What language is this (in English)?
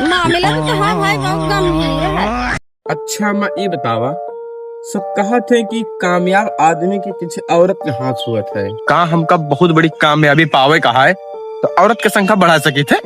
Awadhi